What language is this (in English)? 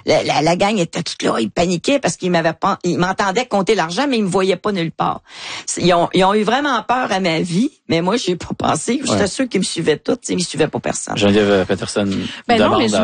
French